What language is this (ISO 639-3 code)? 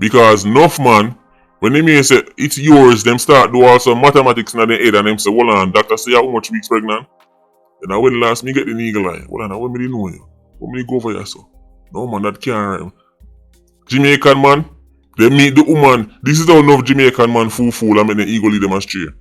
jam